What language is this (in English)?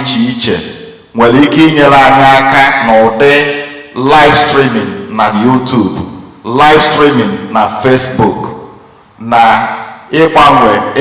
Igbo